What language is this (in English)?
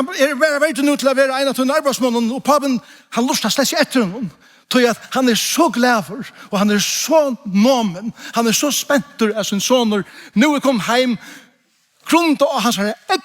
Faroese